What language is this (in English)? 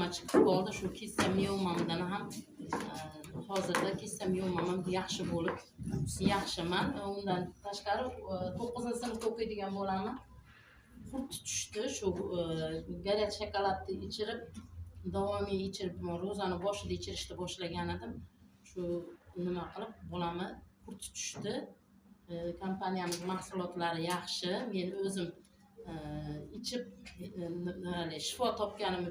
Uzbek